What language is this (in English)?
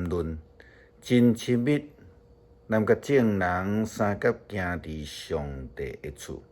Min Nan Chinese